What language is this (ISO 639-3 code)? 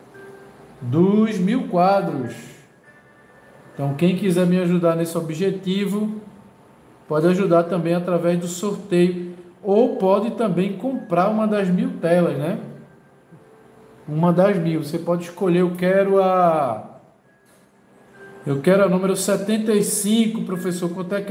por